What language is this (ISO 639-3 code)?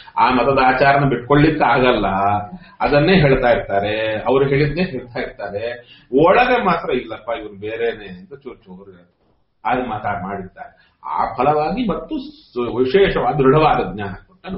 kan